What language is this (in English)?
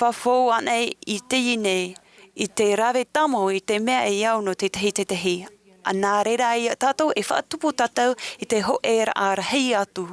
Tahitian